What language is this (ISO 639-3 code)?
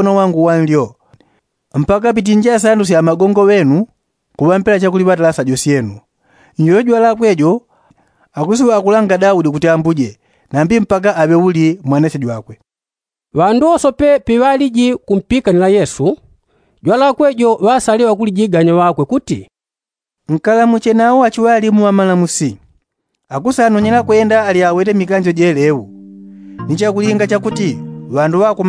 yao